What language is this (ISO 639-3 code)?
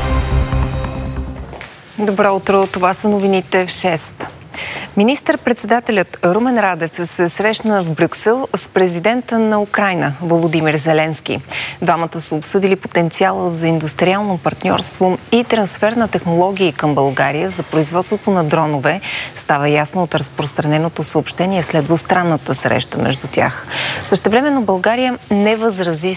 bul